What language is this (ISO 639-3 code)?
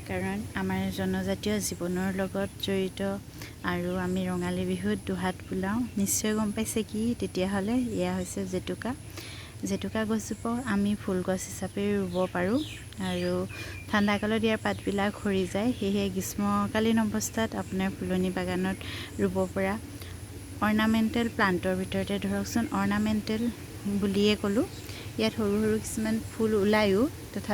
asm